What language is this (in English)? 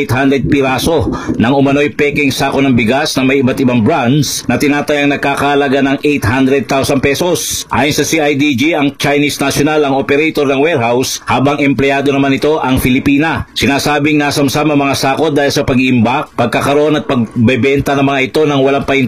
Filipino